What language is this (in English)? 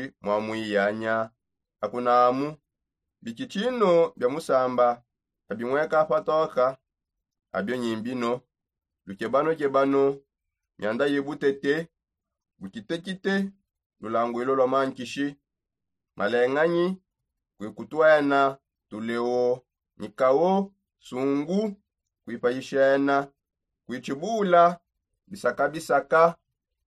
Songe